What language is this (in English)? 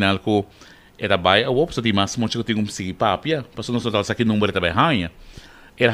Papiamento